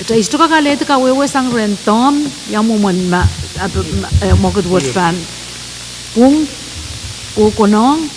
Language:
Pohnpeian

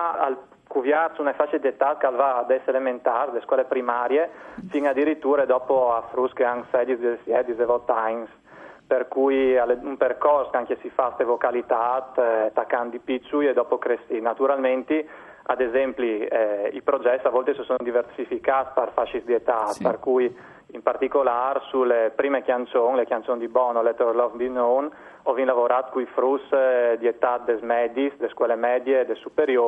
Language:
Friulian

